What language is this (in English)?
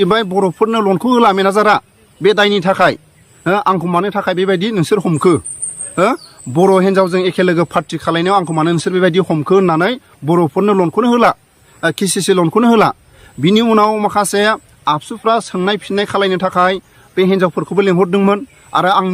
Bodo